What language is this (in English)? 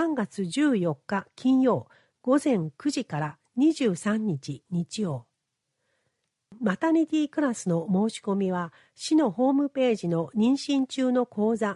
Japanese